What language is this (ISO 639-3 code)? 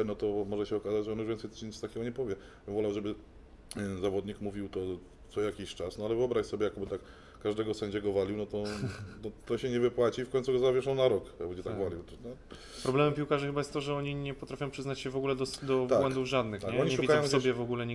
pol